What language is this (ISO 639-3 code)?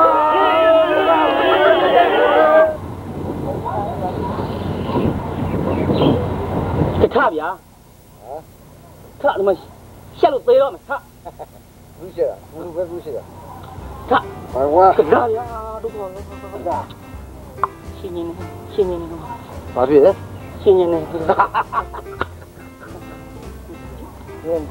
mya